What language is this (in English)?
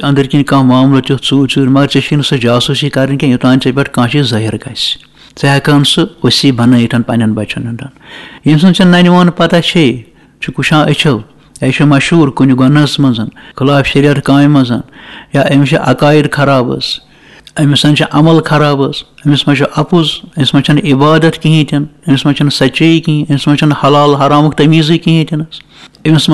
Kashmiri